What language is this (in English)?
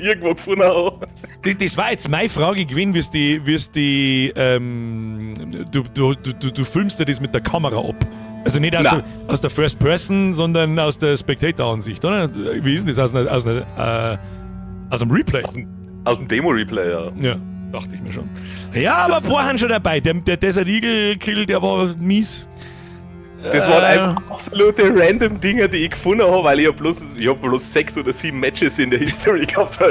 Bavarian